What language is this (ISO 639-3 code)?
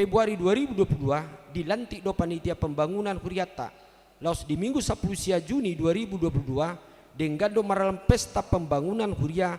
bbc